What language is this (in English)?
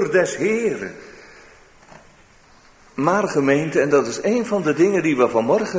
Dutch